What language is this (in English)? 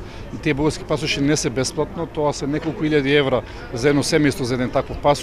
Macedonian